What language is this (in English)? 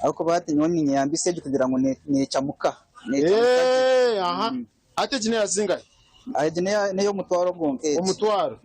Nyankole